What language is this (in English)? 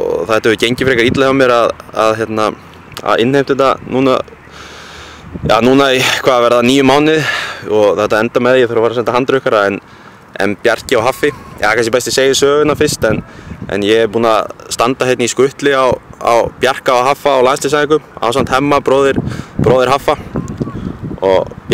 Icelandic